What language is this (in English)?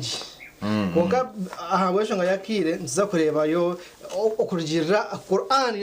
Nyankole